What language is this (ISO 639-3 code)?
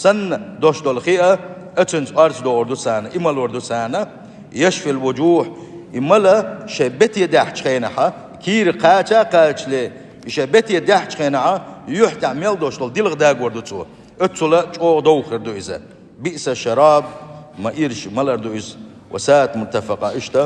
che